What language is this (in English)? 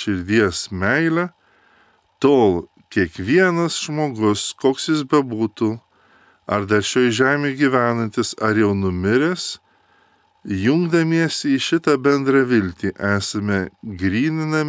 Lithuanian